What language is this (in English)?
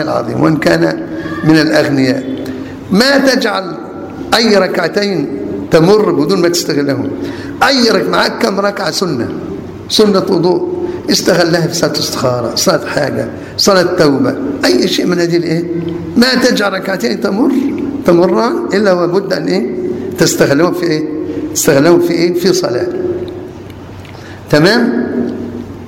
Arabic